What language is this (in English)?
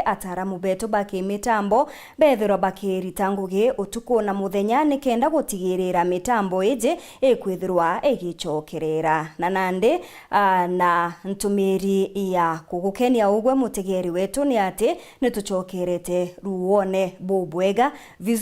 Meru